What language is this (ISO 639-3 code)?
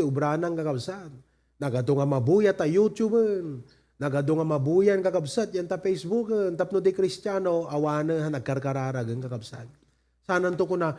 ilo